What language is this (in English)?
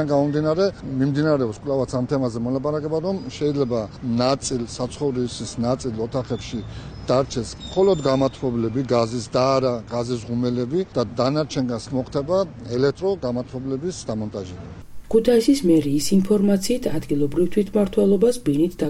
Georgian